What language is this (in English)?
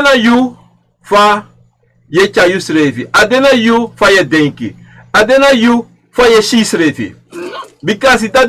Sranan Tongo